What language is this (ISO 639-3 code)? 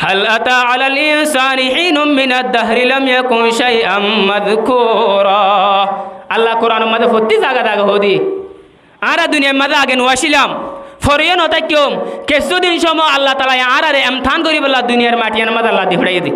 rhg